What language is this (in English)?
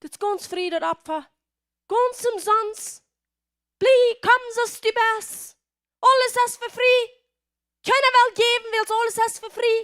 Plautdietsch